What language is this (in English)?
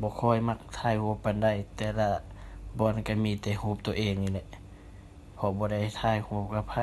Lao